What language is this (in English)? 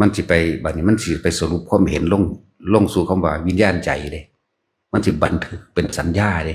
Lao